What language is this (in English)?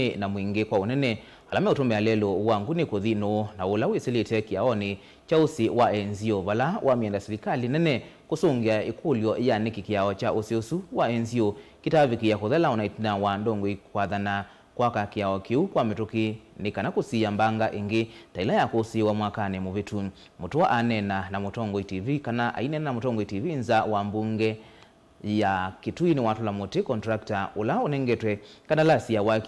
Kamba